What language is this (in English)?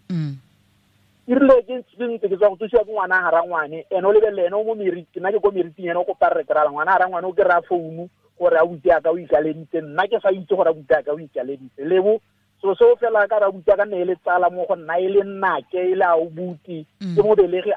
Tswana